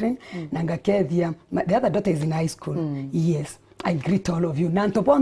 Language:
Meru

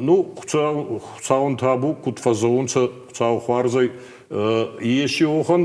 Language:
Ossetic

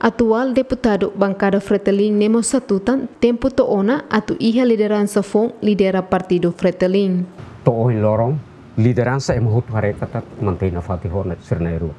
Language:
Tetum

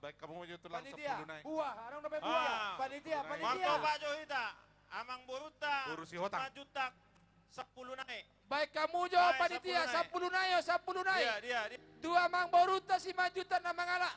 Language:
Batak Toba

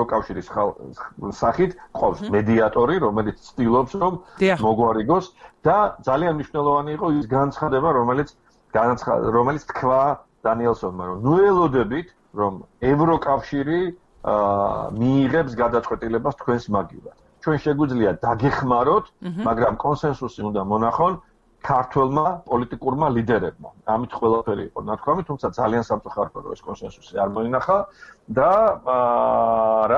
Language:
Georgian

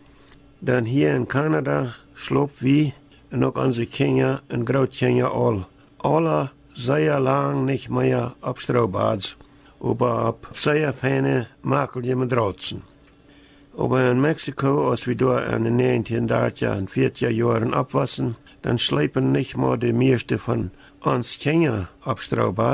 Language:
Plautdietsch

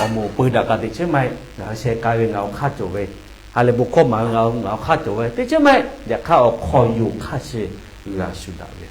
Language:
Lahu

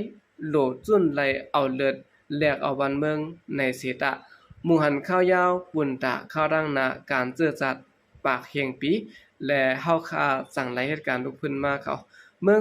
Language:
Shan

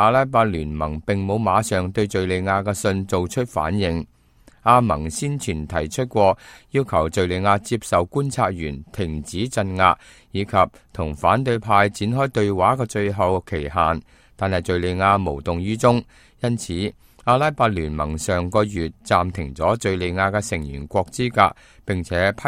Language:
Cantonese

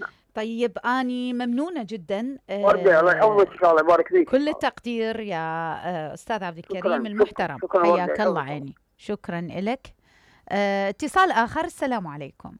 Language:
Mesopotamian Arabic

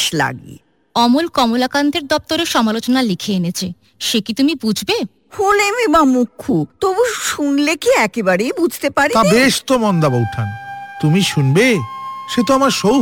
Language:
Bangla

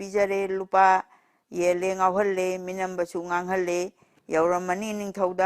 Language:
Manipuri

